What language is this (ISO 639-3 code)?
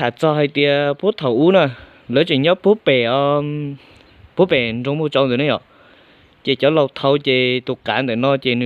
hmn